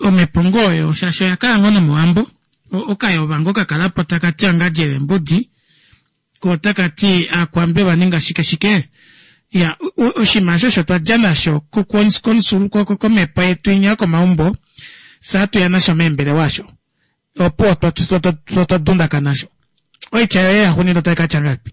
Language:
Kuanyama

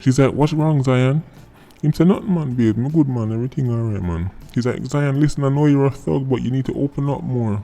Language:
Jamaican Creole English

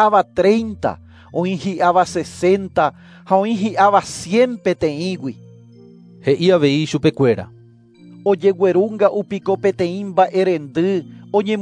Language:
Guarani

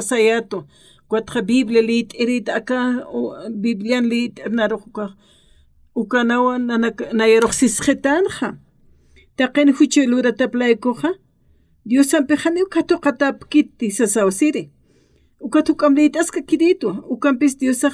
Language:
Aymara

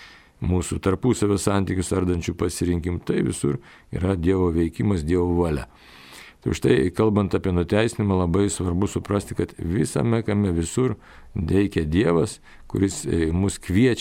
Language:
Lithuanian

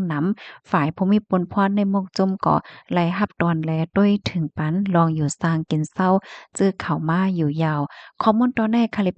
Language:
Shan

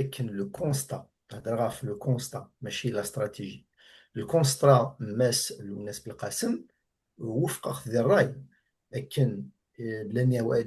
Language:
Kabyle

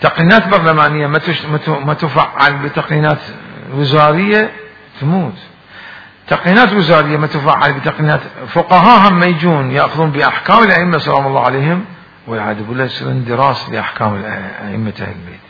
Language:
Mesopotamian Arabic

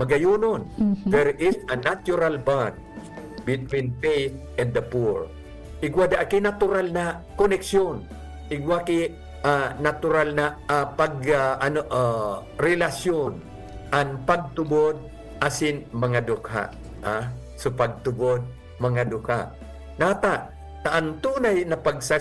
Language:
Bikol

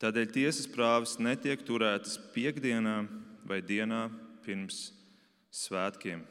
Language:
Latvian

